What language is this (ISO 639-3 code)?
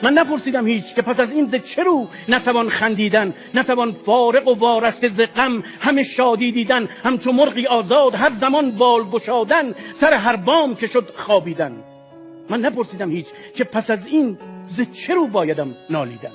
tgk